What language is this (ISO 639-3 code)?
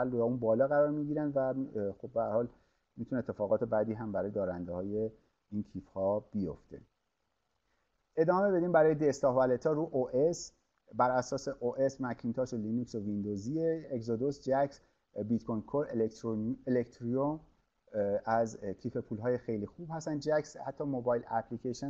fas